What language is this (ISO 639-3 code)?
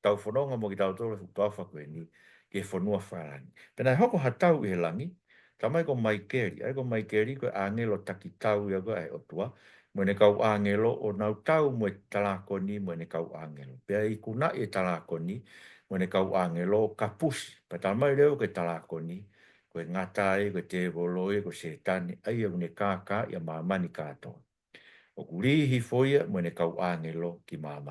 ton